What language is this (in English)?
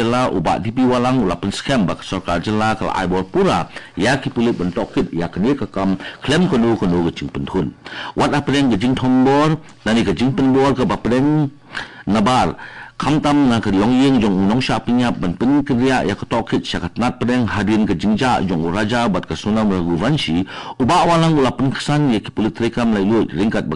Khasi